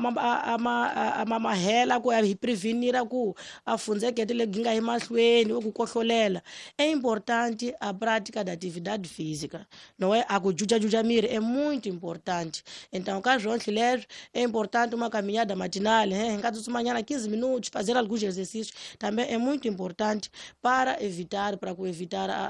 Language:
Tsonga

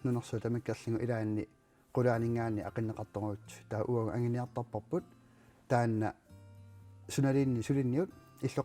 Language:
Kalaallisut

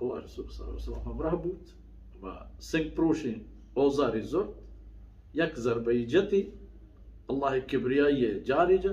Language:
Baluchi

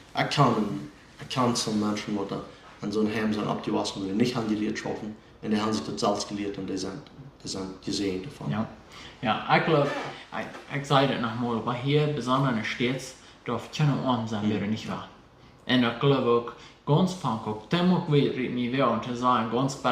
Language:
Plautdietsch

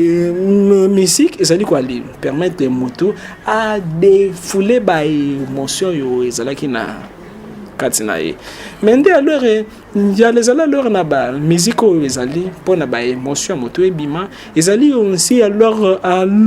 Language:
Lingala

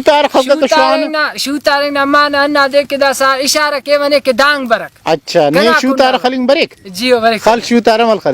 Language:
Brahui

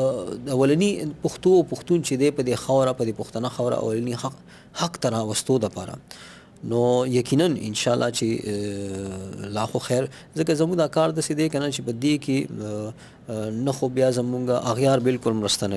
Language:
Pashto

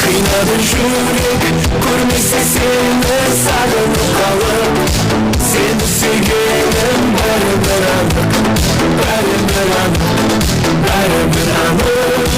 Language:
Kara-Kalpak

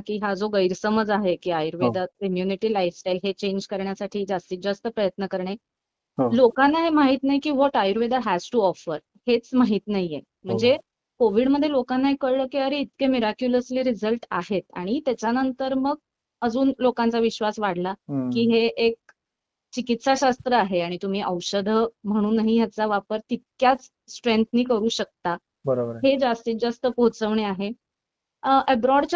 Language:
Marathi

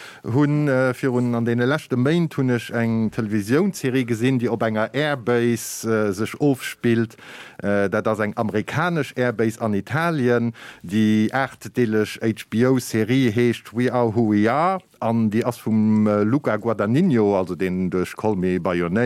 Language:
Luxembourgish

